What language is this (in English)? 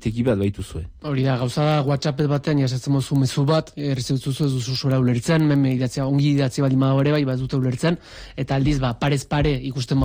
Basque